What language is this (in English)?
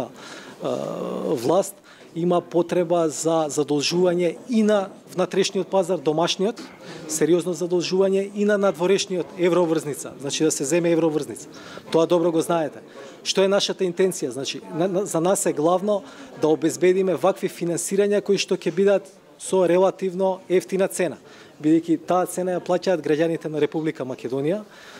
Macedonian